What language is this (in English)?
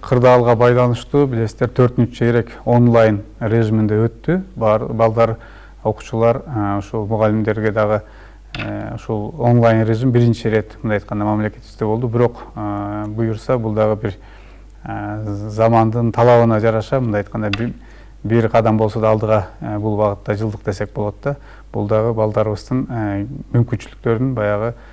Kyrgyz